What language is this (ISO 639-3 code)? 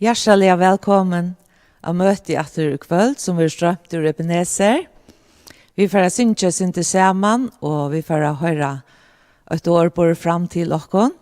fao